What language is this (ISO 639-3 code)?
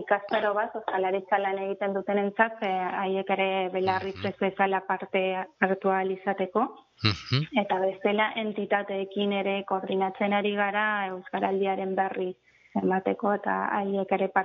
eus